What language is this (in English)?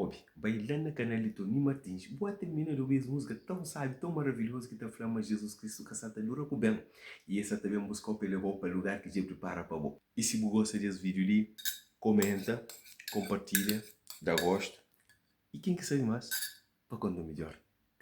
Kabuverdianu